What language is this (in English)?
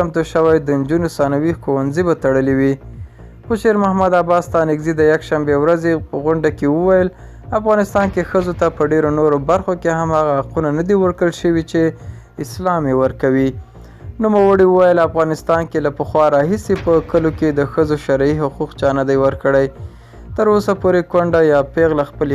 Pashto